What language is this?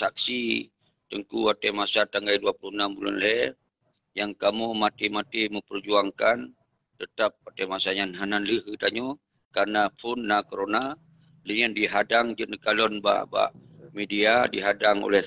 Achinese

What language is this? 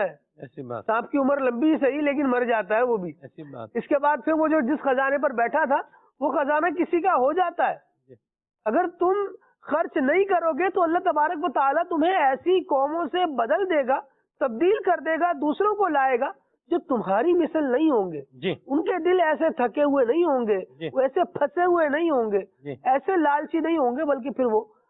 Urdu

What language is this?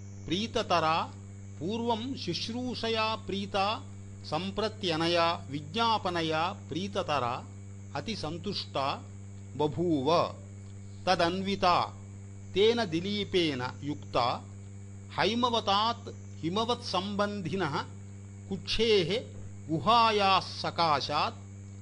Sanskrit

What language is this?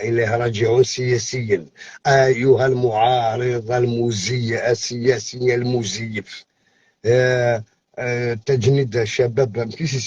Algerian Arabic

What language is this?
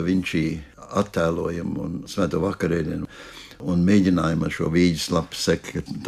Latvian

